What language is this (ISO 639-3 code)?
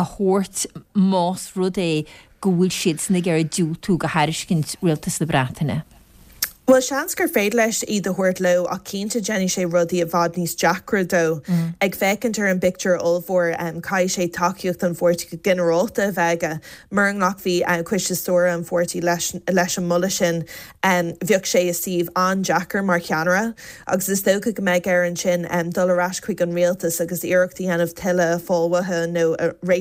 gle